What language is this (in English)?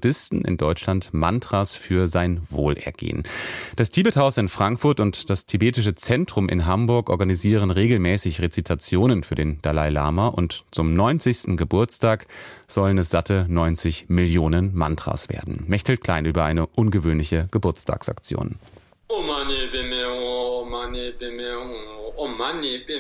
German